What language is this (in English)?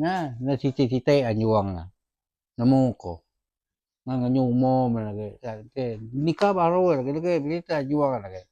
Iban